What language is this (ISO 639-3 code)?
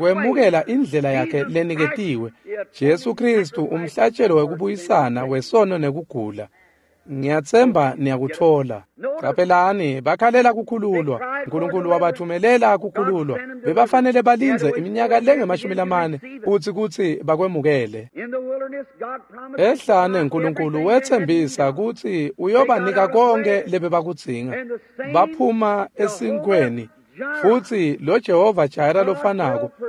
ssw